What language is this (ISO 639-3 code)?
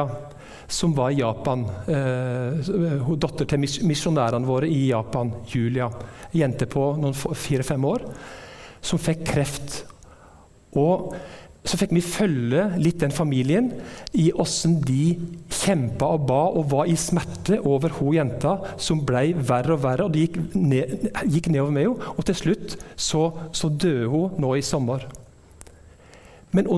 nor